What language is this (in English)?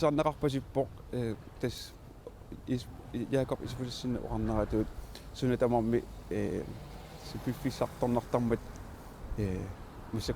Kalaallisut